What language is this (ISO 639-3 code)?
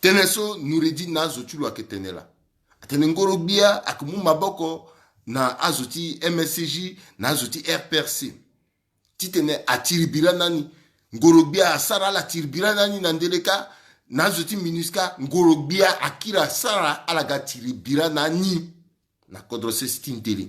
sag